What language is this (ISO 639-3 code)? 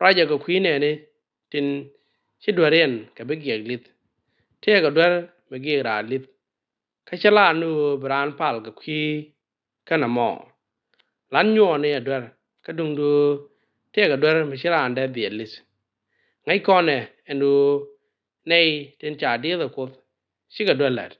nus